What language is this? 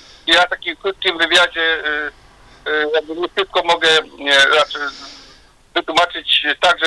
Polish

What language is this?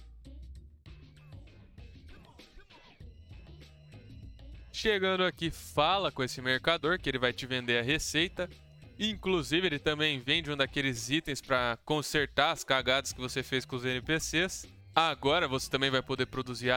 Portuguese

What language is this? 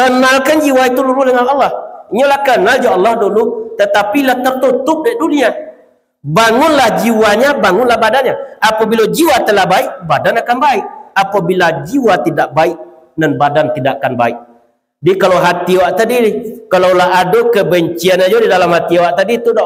Minangkabau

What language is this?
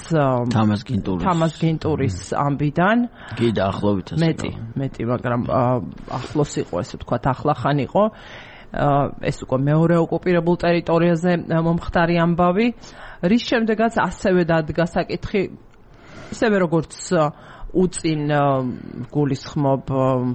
Georgian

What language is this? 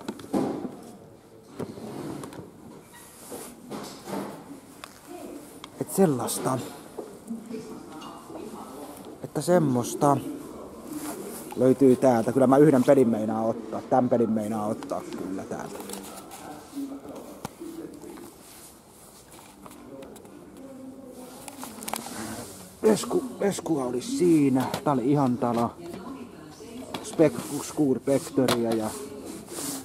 Finnish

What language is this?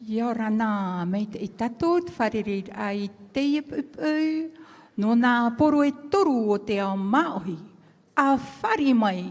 Tahitian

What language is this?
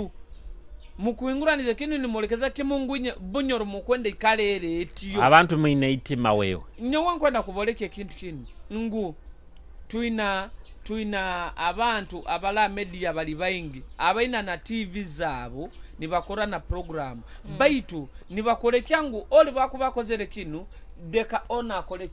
Nyoro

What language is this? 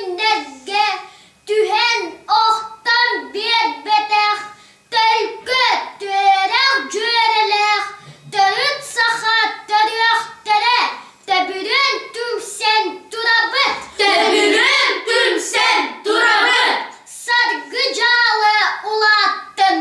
Yakut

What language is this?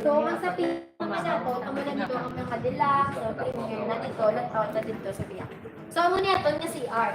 Hiligaynon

